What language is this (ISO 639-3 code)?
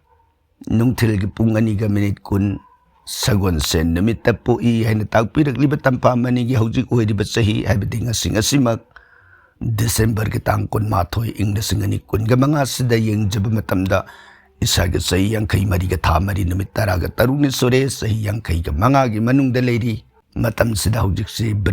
mni